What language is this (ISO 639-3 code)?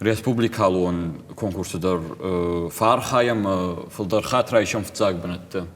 oss